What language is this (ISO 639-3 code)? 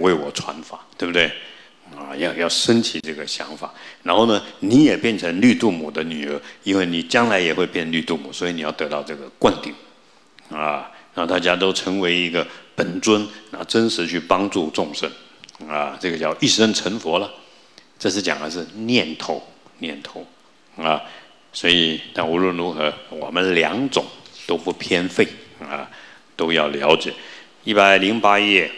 zho